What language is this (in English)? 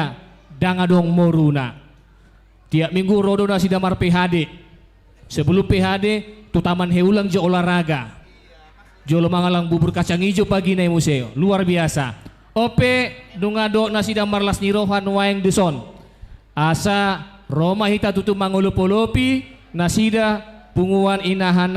Batak Toba